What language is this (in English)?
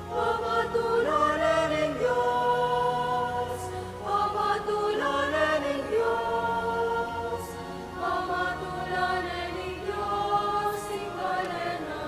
Pampanga